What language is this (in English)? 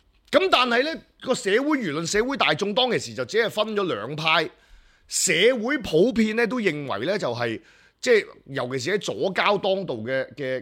Cantonese